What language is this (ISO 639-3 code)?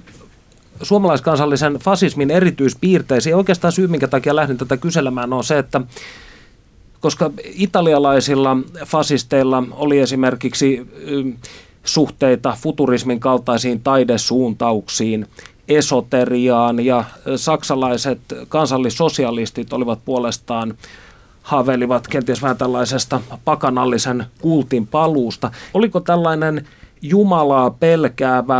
fin